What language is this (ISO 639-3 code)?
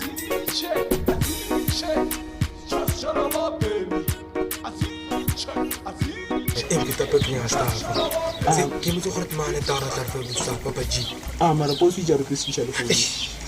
nso